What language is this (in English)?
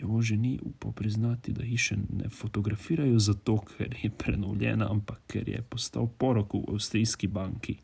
Slovenian